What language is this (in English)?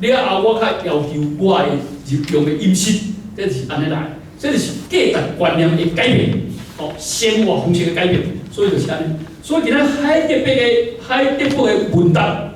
Min Nan Chinese